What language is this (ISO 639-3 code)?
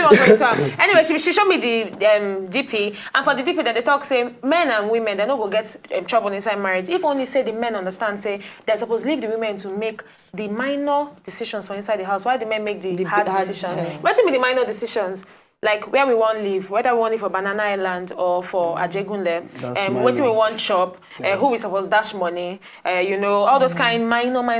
pcm